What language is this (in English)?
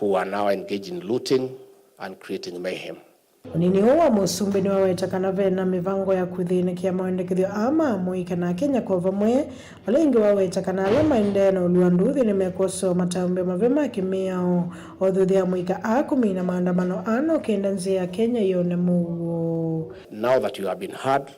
Kamba